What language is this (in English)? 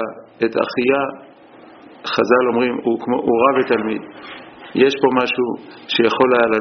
Hebrew